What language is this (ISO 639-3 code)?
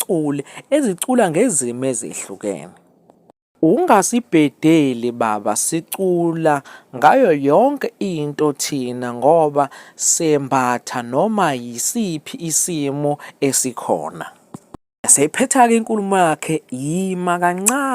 zul